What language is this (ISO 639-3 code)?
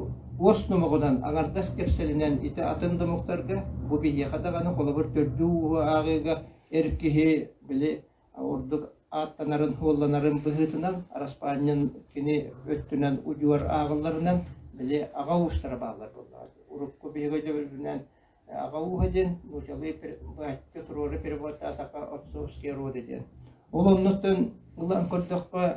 sah